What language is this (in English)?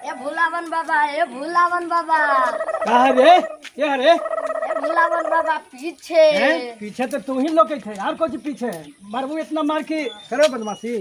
Magahi